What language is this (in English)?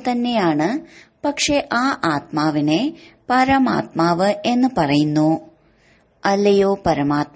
Malayalam